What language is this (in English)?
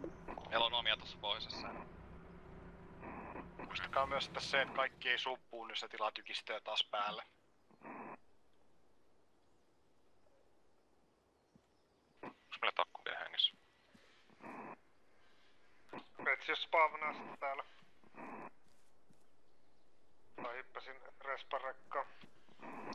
Finnish